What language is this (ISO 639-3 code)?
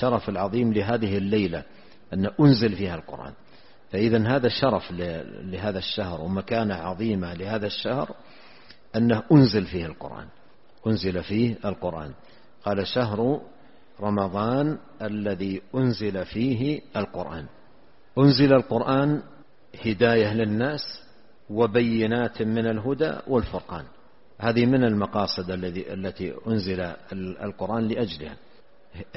ara